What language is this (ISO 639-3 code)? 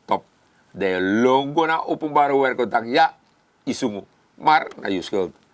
srn